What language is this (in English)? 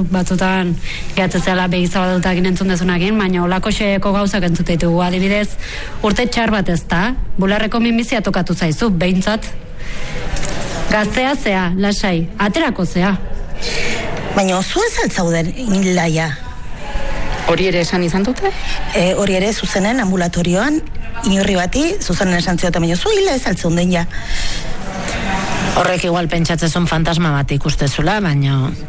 Basque